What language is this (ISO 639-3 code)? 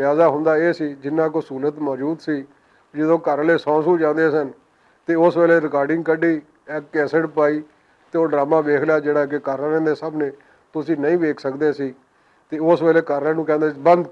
lah